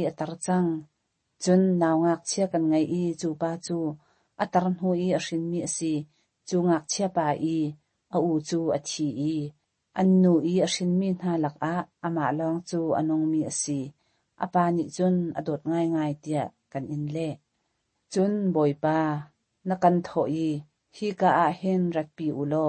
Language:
Hakha Chin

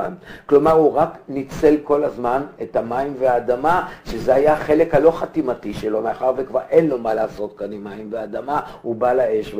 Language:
Hebrew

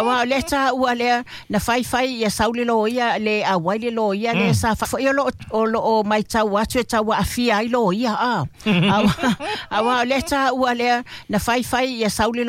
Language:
Samoan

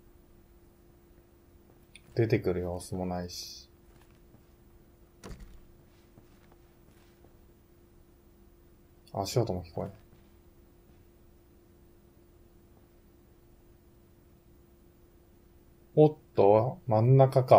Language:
Japanese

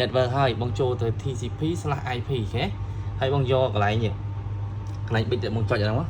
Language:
Khmer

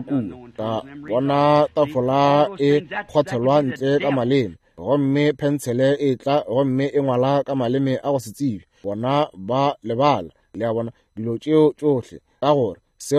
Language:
Northern Sotho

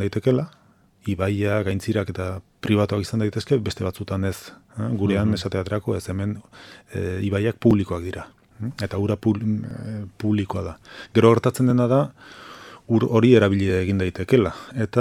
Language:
Basque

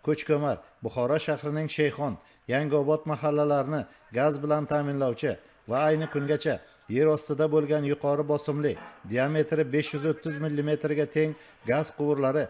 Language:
Uzbek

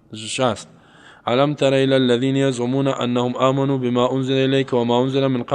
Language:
Persian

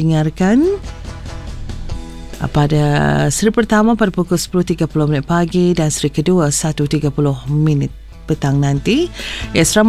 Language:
Malay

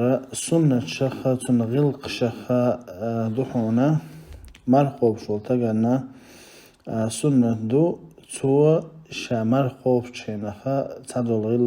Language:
Chechen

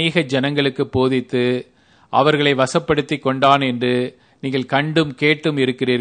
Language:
Tamil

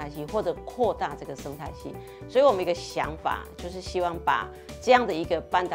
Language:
Chinese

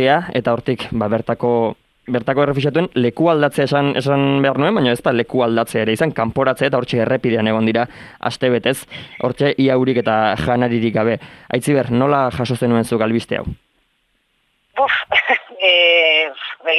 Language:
Basque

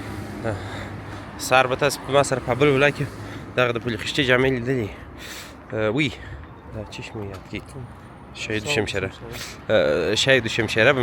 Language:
Pashto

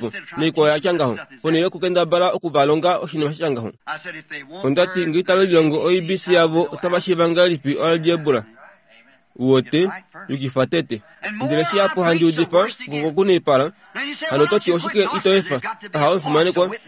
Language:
Kuanyama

